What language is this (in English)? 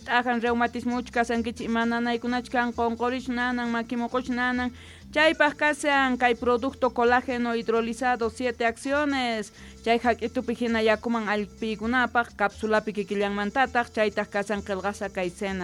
South Bolivian Quechua